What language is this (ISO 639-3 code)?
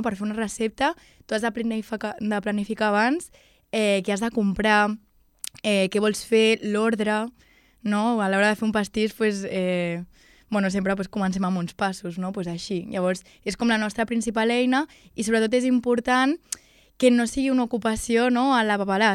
cat